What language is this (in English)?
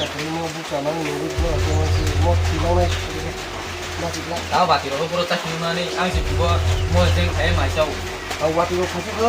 Kok Borok